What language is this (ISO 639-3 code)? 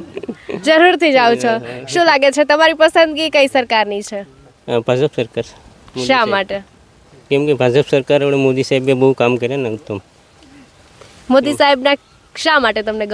guj